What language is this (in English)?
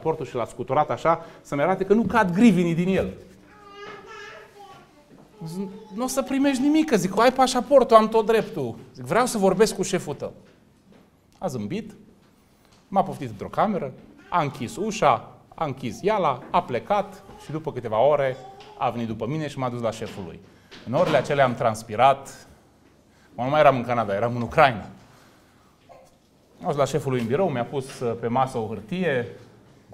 Romanian